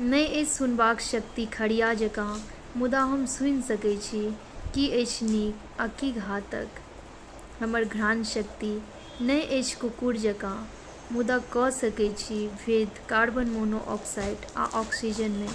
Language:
Maithili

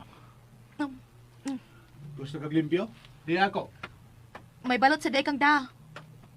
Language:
Cebuano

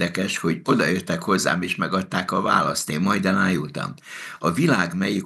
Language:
Hungarian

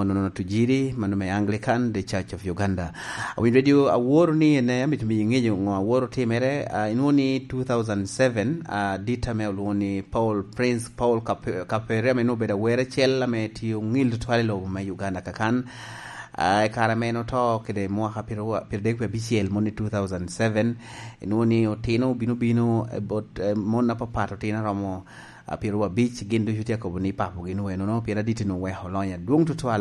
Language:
Lango (Uganda)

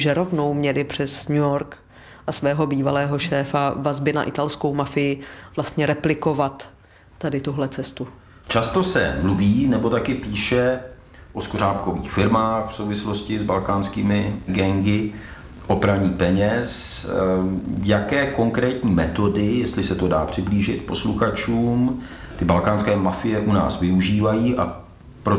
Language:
Czech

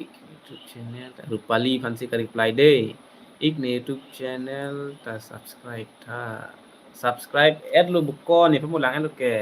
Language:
Karbi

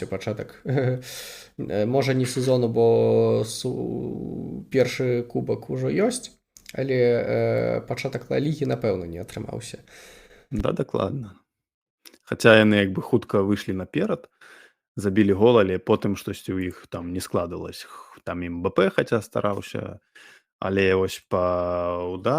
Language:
Belarusian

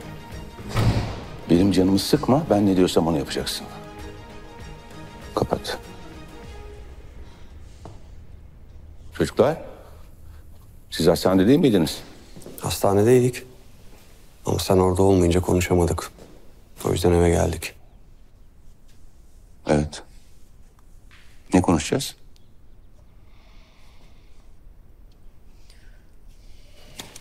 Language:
Turkish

